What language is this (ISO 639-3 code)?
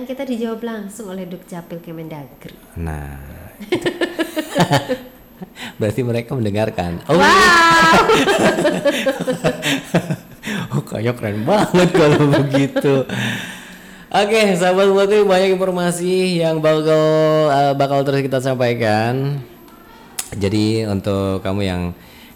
ind